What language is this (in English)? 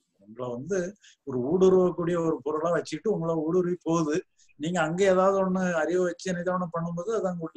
Tamil